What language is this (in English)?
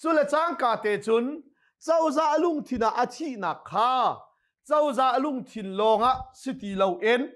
Hakha Chin